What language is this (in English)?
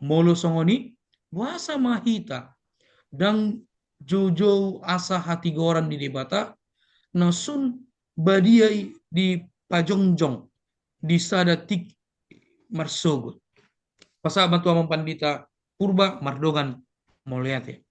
Batak Toba